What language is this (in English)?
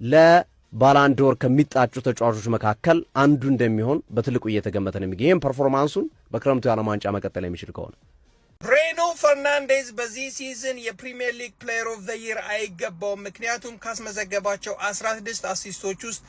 Amharic